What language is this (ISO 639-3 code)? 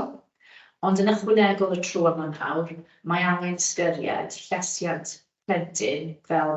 cym